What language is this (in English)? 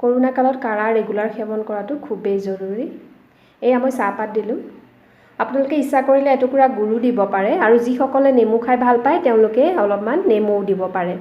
Assamese